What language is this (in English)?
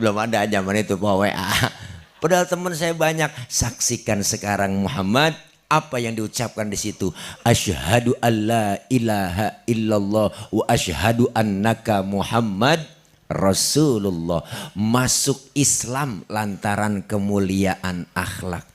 Betawi